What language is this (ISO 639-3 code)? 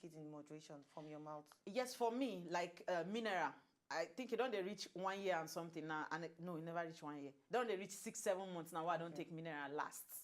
pcm